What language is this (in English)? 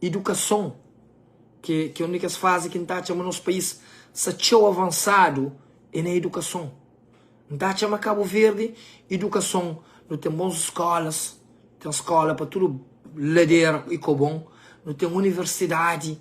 Kabuverdianu